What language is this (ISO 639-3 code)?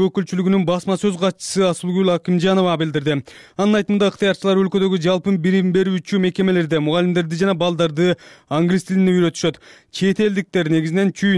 kir